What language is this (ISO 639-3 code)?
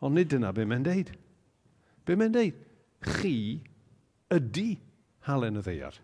cym